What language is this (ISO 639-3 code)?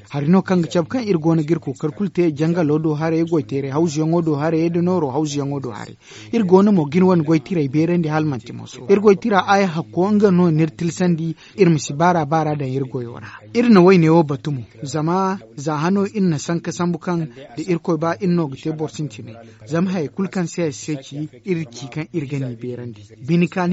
dje